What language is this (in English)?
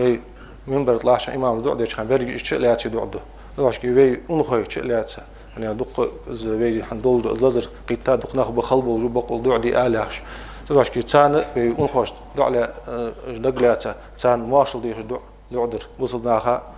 Ingush